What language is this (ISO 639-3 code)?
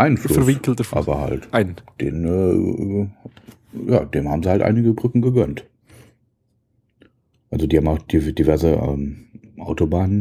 deu